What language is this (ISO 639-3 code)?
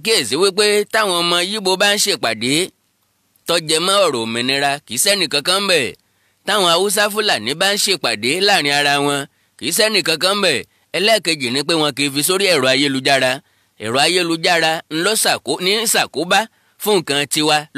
yor